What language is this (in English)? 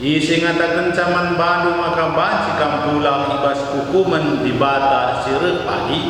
Batak Karo